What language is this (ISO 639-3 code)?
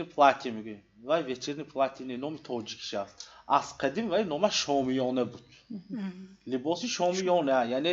tgk